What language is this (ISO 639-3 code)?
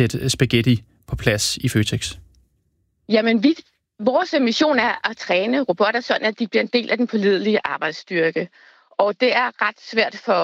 dan